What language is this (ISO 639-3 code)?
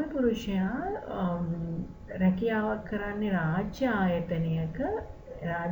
sin